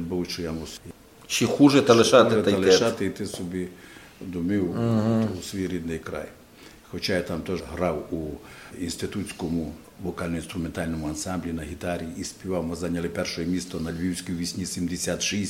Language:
Rusyn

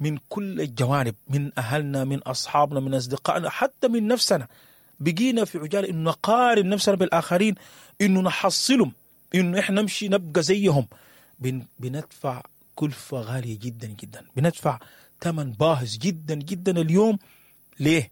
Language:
Sudanese Arabic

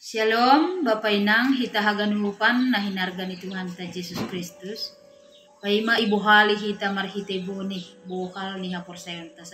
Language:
Batak Simalungun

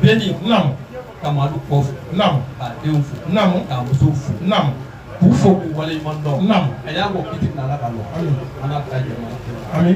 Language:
Bambara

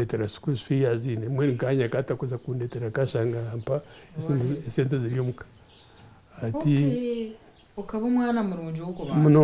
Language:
Nyankole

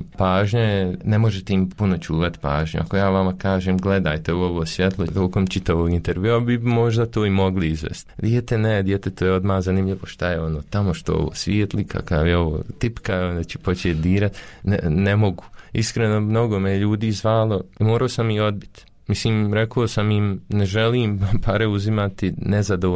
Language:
Bosnian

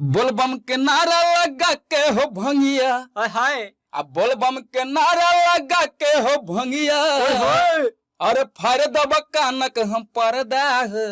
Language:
Maithili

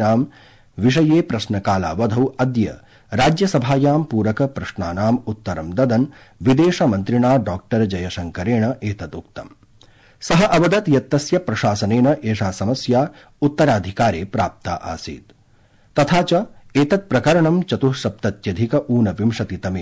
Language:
Sanskrit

